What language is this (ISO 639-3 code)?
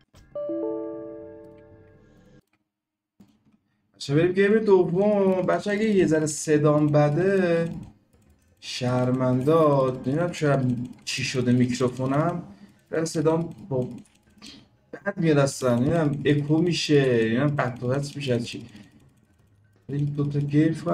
fas